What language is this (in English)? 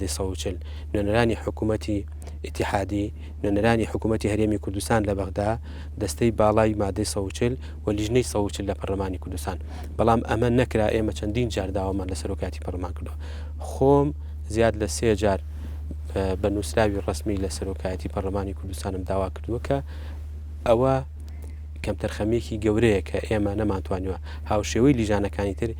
Central Kurdish